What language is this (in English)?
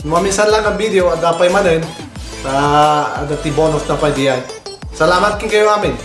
Iloko